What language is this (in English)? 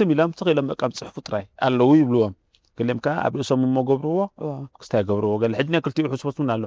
Tigrinya